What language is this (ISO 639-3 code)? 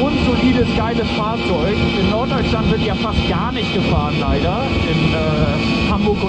gsw